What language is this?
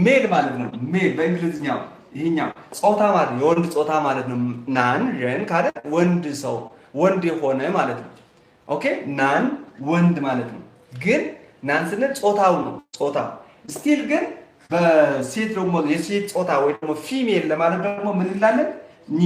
Amharic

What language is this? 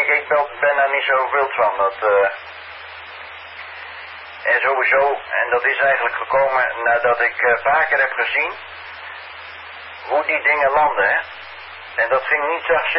Dutch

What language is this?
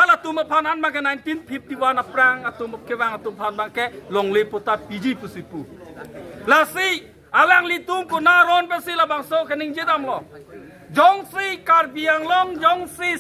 Karbi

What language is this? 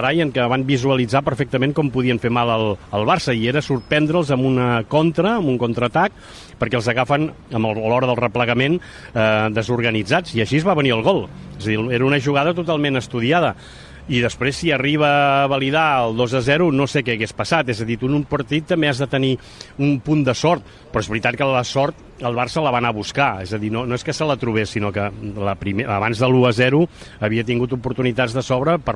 Catalan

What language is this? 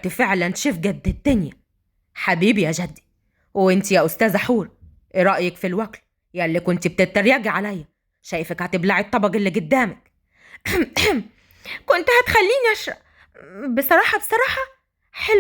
Egyptian Arabic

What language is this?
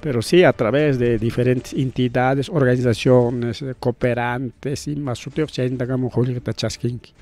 Ayacucho Quechua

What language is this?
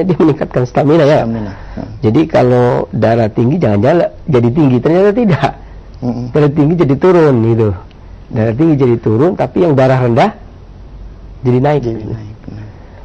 Indonesian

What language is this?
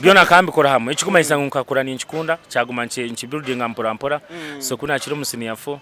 Nyankole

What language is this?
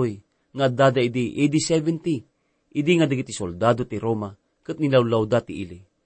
Iloko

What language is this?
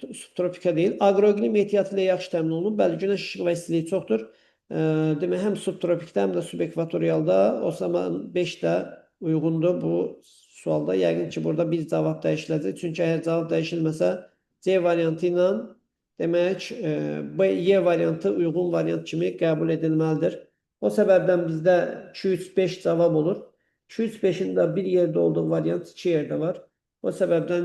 Azerbaijani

